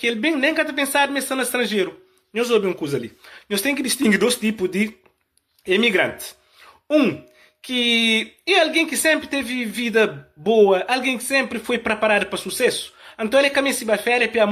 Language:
Kabuverdianu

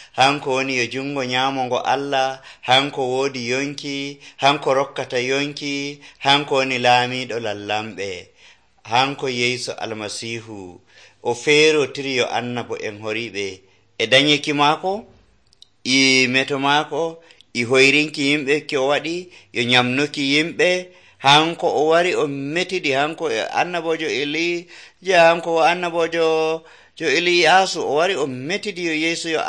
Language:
Nigerian Fulfulde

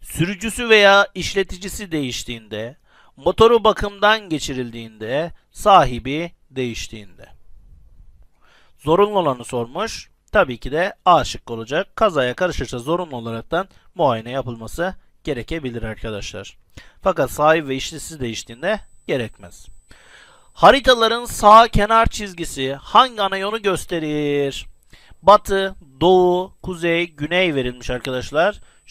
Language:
Turkish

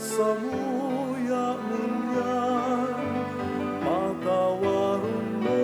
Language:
Bikol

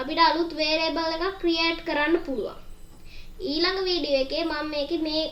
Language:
Sinhala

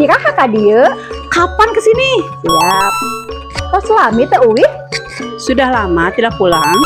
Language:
Sundanese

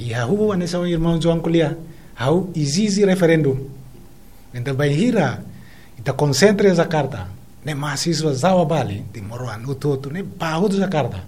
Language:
Tetum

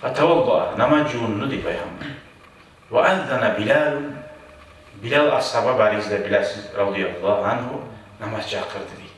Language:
Kumyk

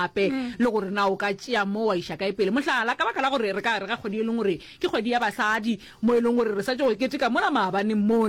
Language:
Northern Sotho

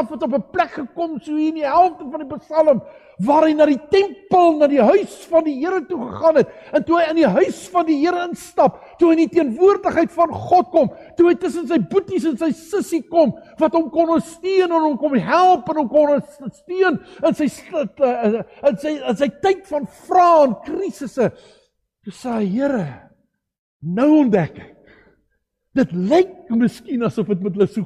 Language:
Afrikaans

